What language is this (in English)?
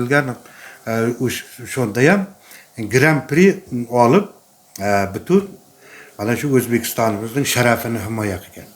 Uzbek